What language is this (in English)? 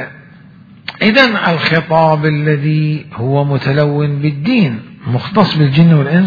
Mesopotamian Arabic